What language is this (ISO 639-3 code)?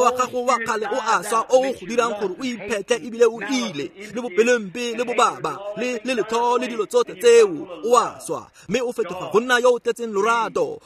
tsn